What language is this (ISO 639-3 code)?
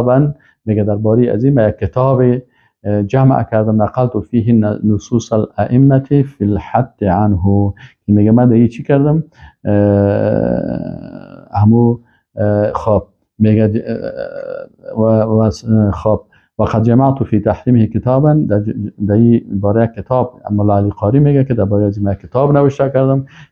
fas